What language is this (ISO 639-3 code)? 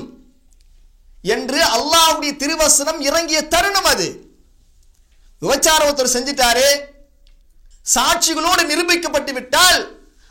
tam